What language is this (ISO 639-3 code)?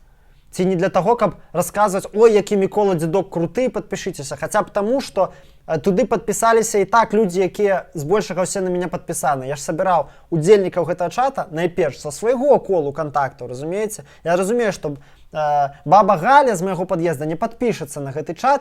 bel